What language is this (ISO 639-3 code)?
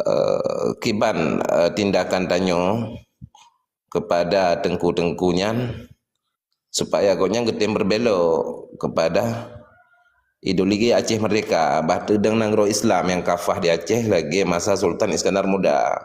ace